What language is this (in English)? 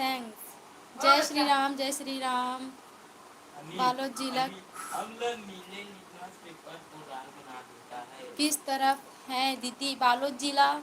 Chhattisgarhi